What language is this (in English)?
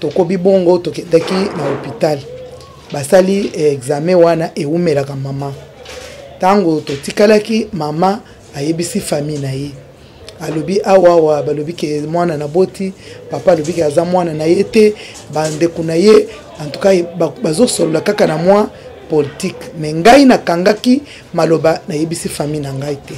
Lingala